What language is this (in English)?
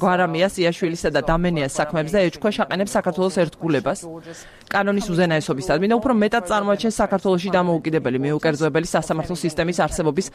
Georgian